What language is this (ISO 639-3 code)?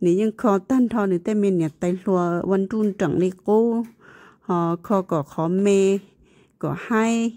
hmn